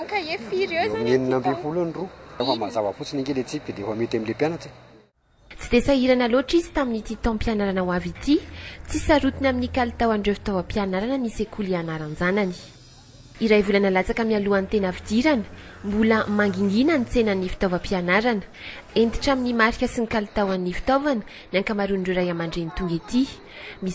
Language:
Malagasy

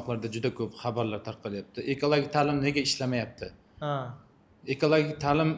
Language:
Uzbek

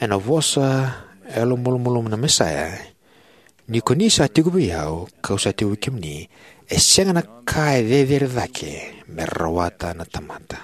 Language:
Fijian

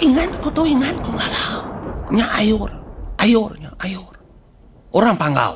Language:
Iban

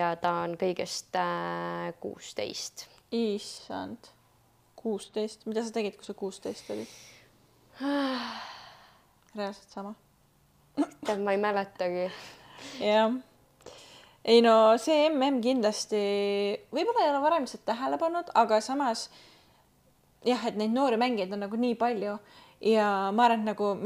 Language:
Estonian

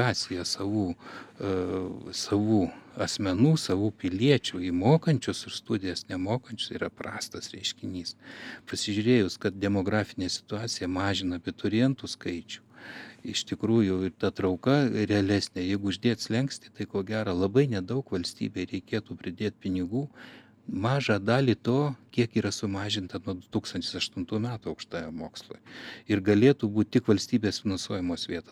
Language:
Lithuanian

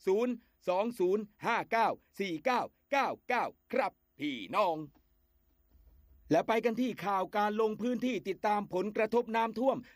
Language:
Thai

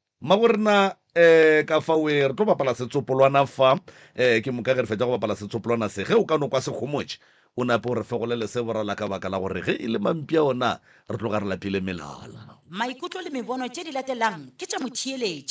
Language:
Northern Sotho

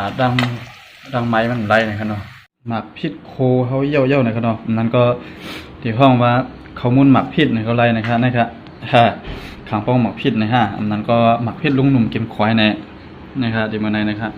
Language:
Shan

